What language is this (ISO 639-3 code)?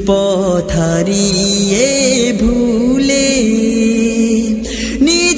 ben